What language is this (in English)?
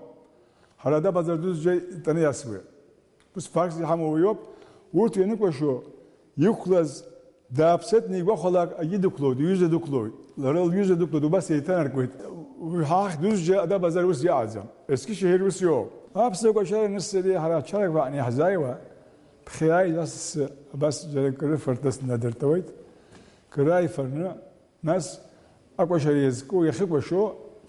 Abkhazian